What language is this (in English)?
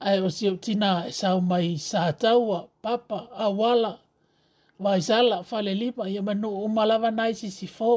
Samoan